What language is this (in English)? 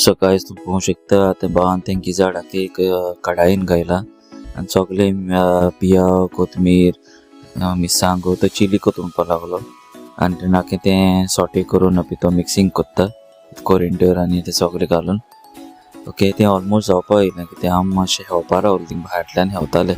Konkani